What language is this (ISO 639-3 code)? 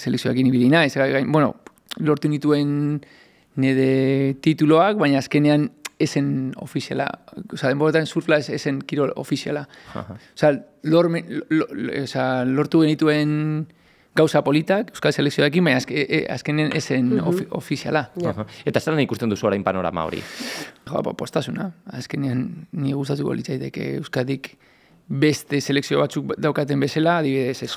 eus